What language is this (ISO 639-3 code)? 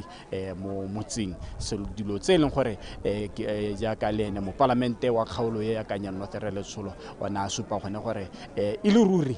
tsn